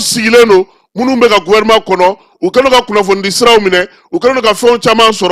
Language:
Bambara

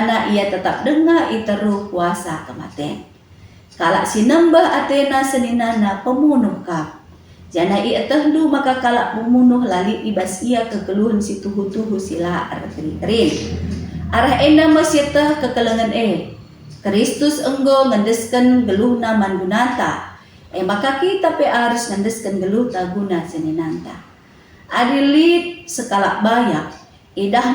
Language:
Batak Karo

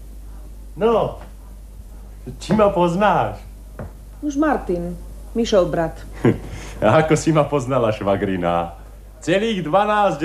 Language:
Slovak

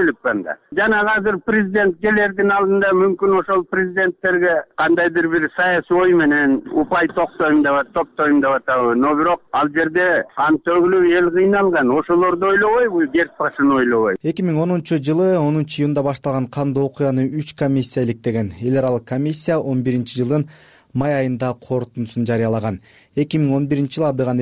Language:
Kyrgyz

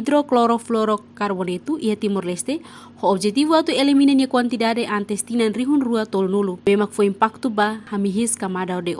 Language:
Tetum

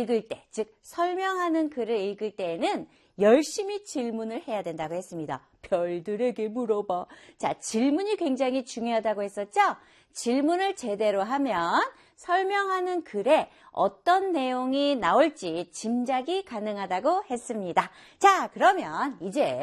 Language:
Korean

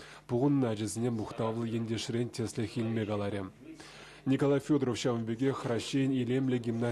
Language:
Chuvash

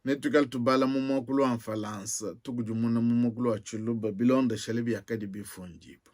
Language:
Luba-Lulua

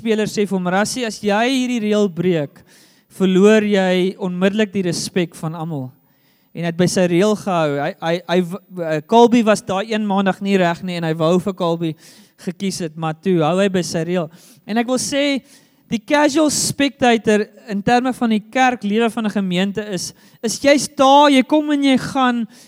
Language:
Afrikaans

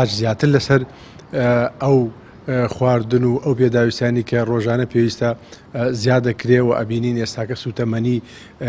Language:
Central Kurdish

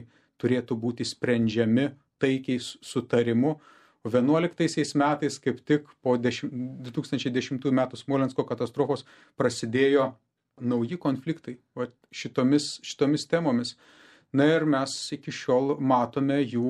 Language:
Lithuanian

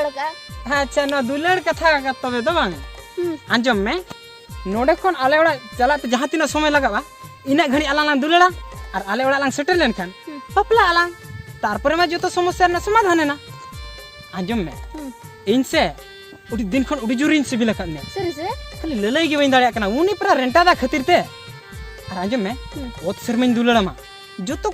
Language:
Santali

